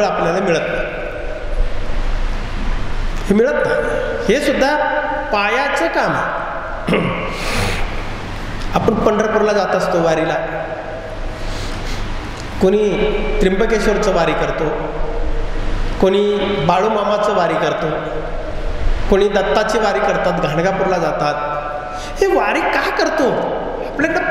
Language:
Marathi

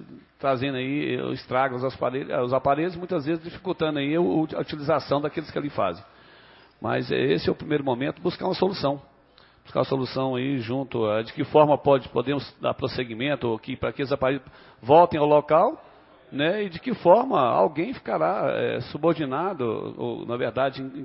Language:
Portuguese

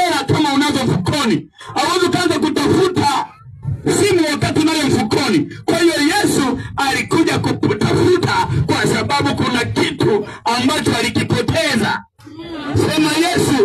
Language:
Swahili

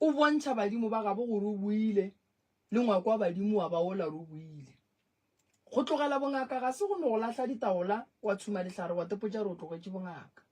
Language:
Northern Sotho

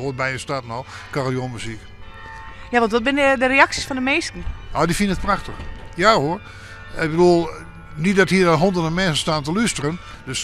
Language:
Western Frisian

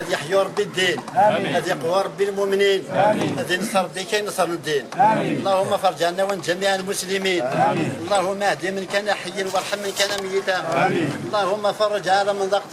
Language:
Kabyle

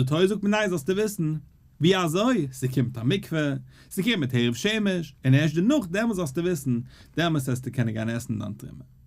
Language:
Yiddish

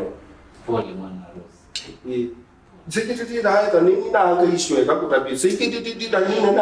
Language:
Kamba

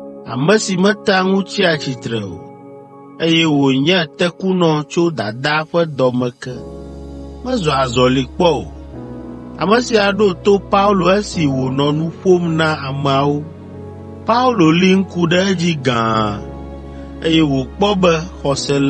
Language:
Ewe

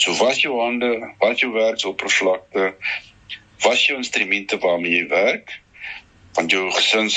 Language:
Afrikaans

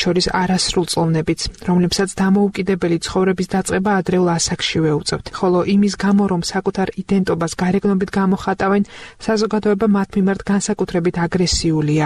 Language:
Georgian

